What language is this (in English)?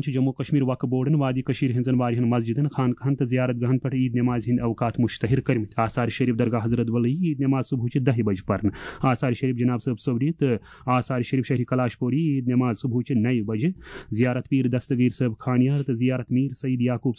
Kashmiri